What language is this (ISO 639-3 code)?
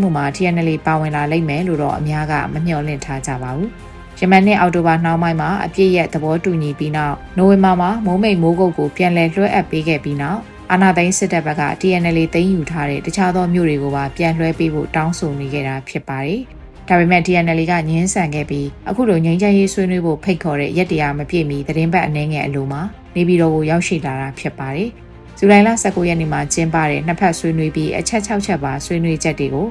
mya